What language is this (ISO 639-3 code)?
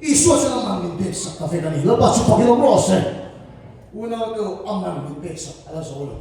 lus